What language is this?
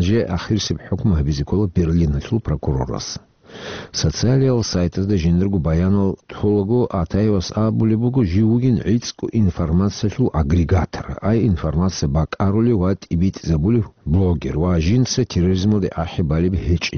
Avaric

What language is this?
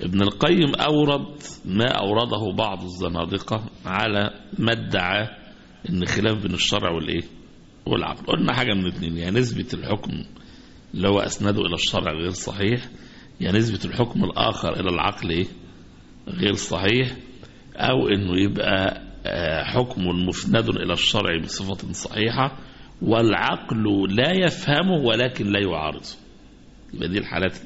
Egyptian Arabic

